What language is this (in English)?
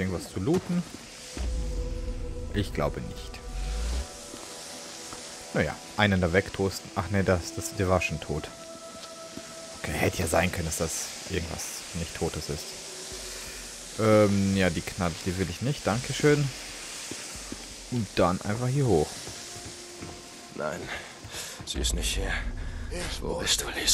German